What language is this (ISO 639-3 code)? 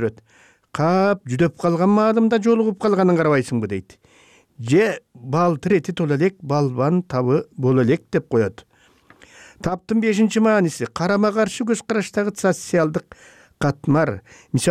kir